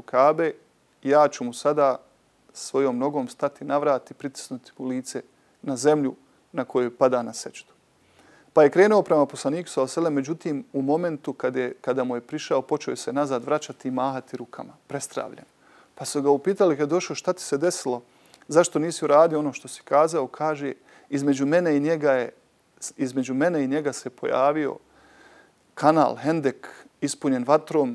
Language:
Bosnian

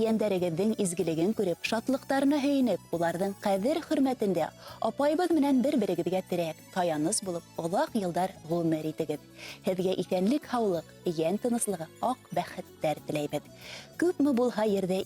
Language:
Bashkir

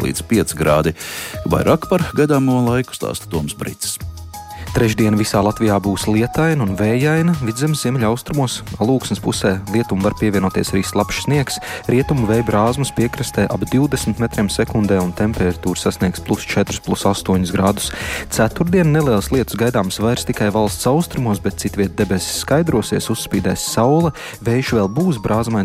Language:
Latvian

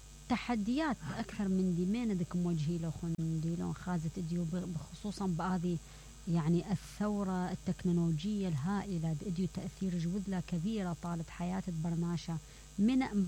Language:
Mesopotamian Arabic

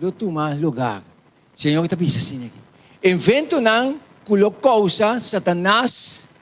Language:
Papiamento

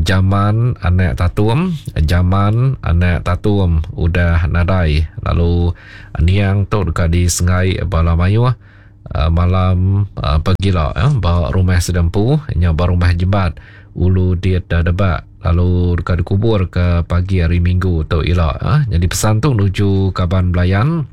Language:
Iban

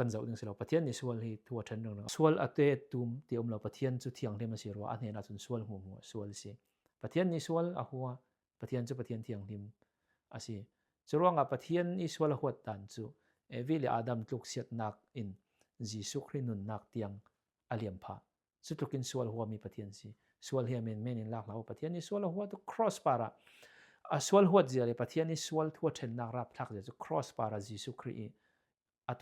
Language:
Falam Chin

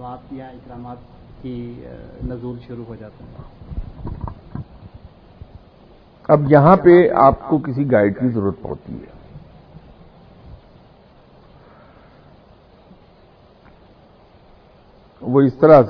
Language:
Urdu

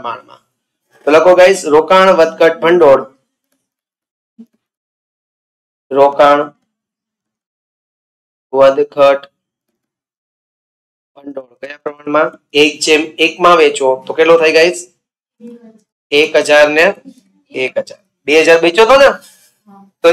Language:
Gujarati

